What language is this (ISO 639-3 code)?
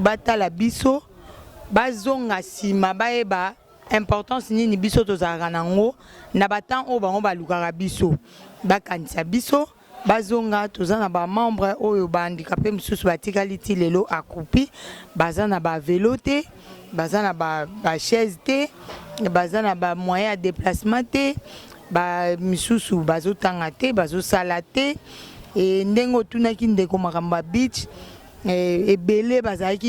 lin